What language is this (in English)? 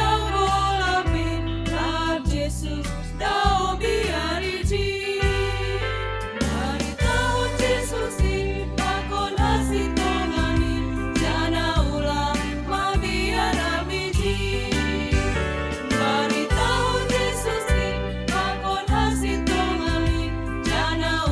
Batak Simalungun